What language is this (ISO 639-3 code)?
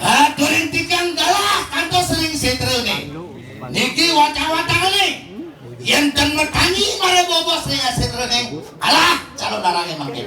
ban